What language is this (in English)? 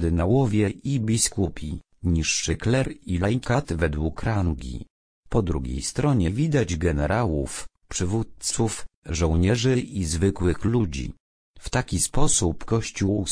Polish